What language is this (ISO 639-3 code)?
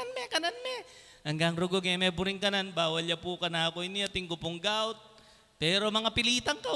pam